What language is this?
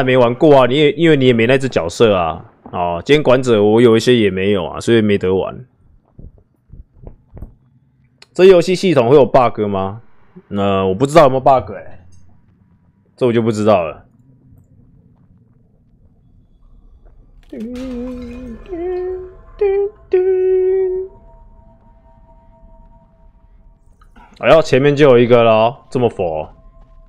Chinese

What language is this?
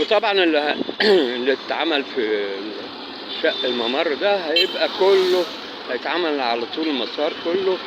Egyptian Arabic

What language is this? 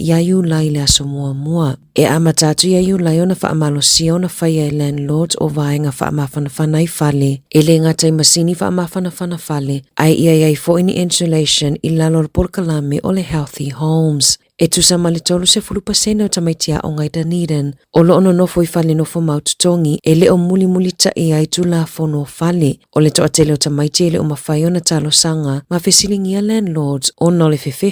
Samoan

